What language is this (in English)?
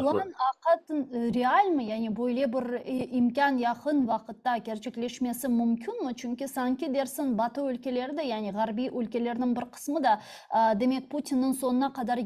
Crimean Tatar